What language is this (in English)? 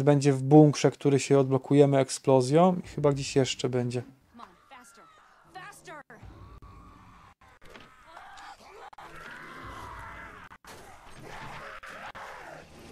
Polish